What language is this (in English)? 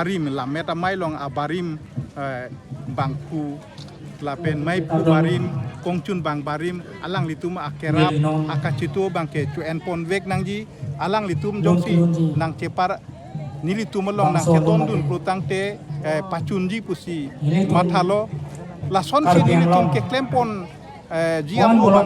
Karbi